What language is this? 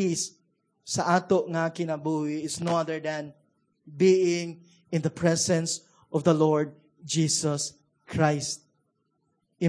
Cebuano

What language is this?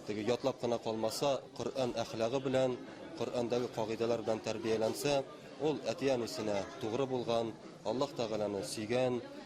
Tatar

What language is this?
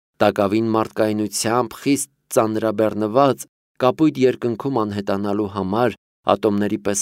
Armenian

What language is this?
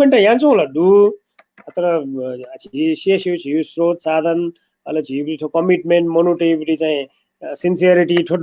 Newari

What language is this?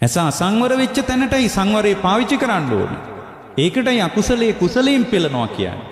Sinhala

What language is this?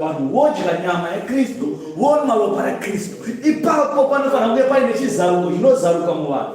Shona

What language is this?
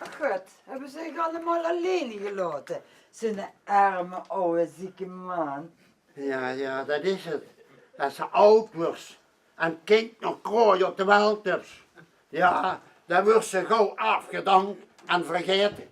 Limburgish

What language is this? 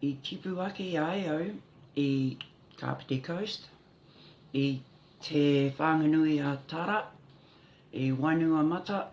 Māori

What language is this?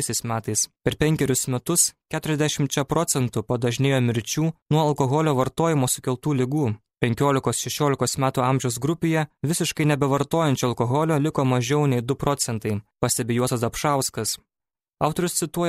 Lithuanian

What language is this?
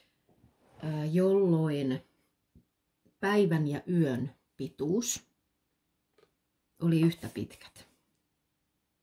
Finnish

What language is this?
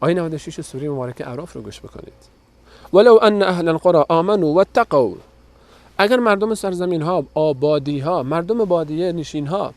Persian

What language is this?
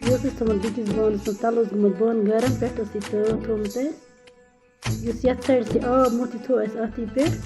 Kashmiri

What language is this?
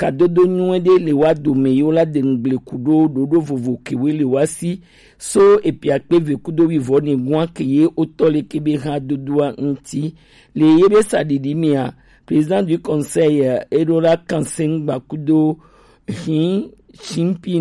Gen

